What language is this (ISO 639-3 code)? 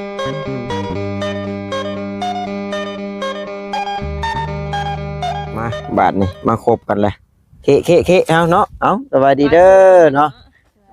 lao